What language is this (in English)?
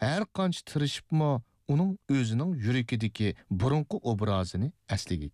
Uyghur